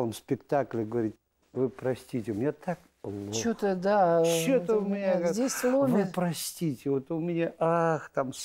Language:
Russian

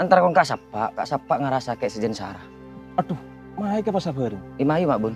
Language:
Madurese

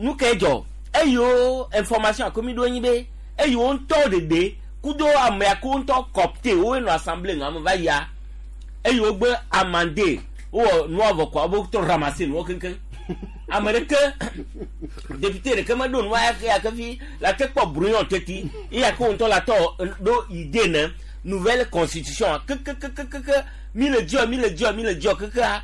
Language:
Gen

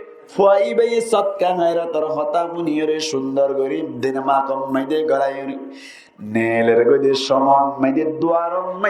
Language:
Rohingya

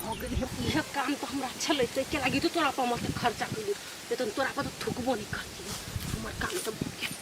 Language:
Maithili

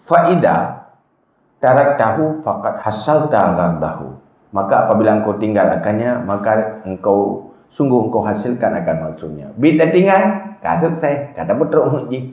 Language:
Achinese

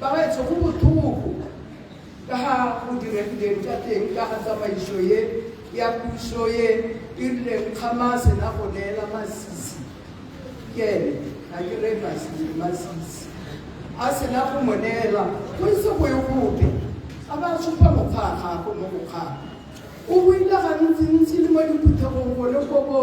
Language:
Tswana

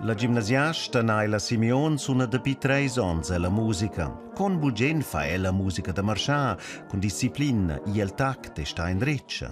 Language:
Romansh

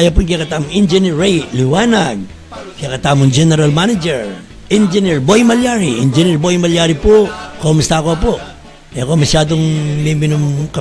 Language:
Pampanga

